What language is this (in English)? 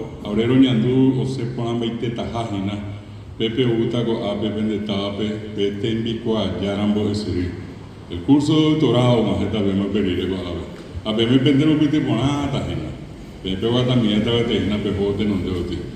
Guarani